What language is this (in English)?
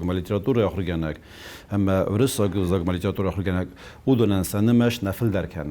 Ossetic